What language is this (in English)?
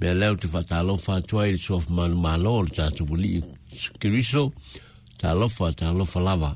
Samoan